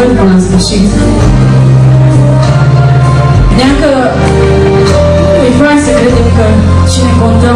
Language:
Romanian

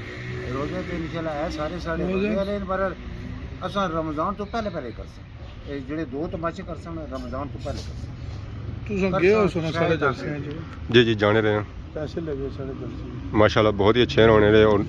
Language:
Pahari-Potwari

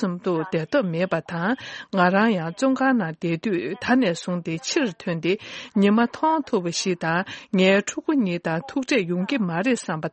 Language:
Tibetan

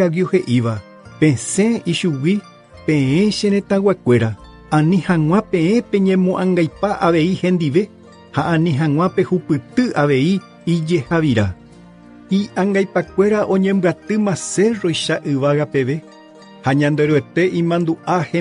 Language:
Guarani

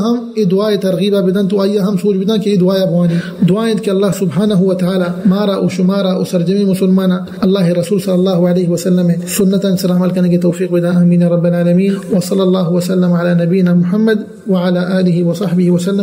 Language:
Eastern Balochi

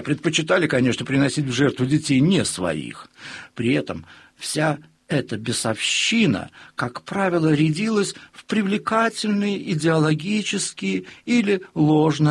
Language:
Russian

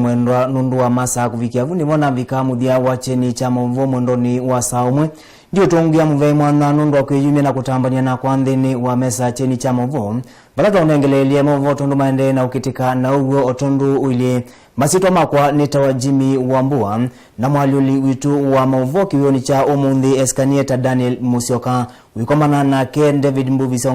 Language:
Kamba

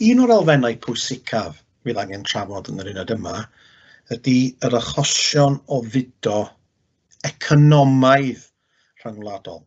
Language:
Welsh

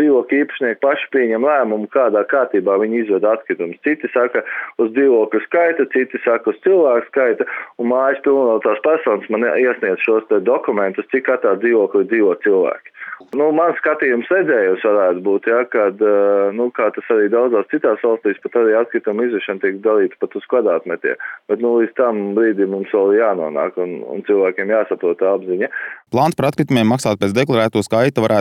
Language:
Latvian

